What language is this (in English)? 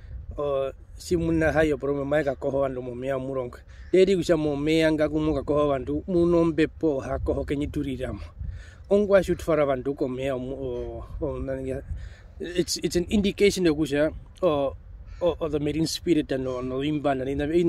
Herero